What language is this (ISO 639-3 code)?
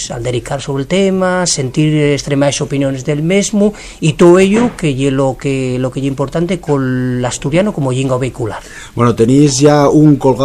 ast